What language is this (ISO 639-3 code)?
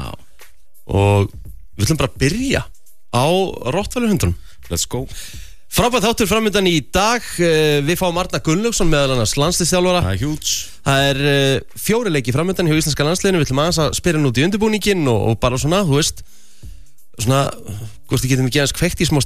isl